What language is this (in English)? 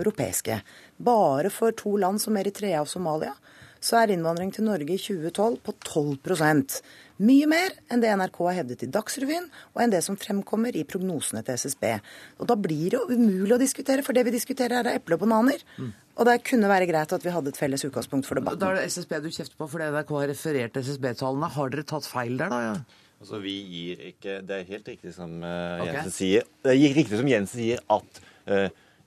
Norwegian